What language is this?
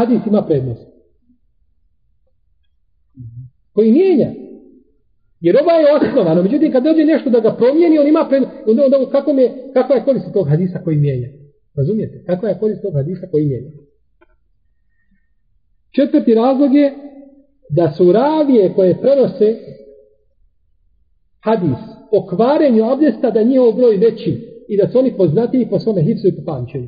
Bosnian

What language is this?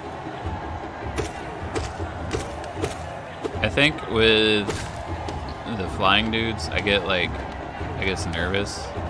English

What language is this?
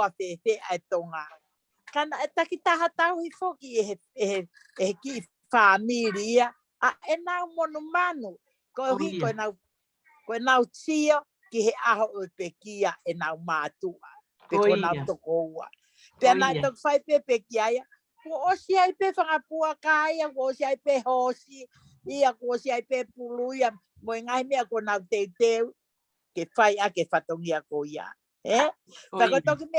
Tongan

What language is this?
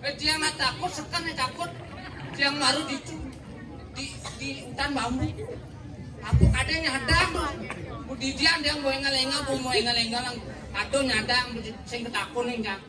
Balinese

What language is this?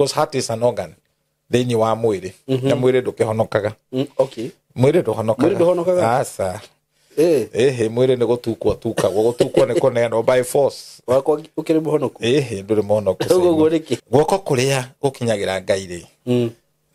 Kikuyu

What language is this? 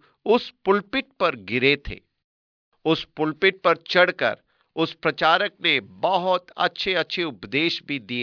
Hindi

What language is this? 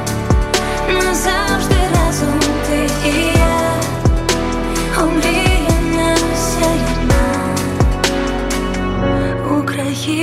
Ukrainian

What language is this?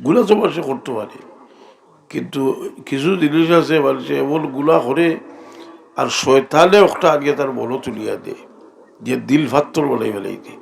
Sylheti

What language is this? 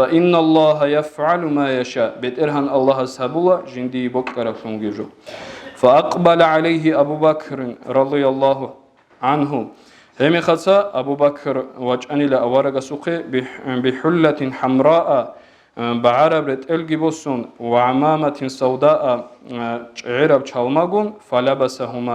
Avaric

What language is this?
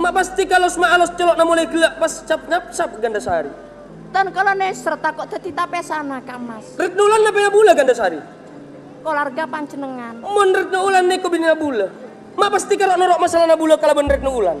Madurese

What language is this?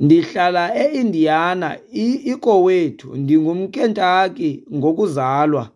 Xhosa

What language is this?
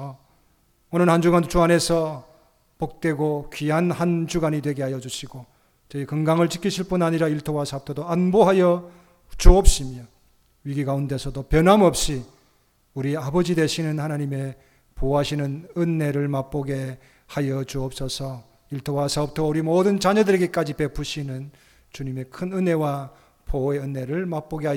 Korean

